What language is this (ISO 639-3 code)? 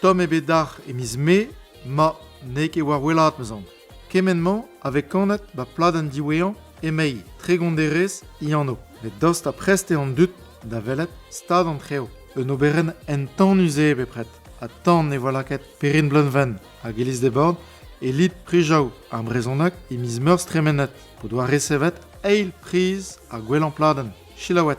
bre